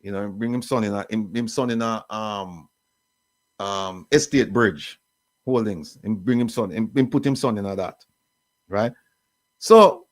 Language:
Jamaican Creole English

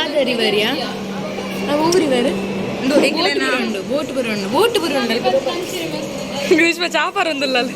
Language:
Tulu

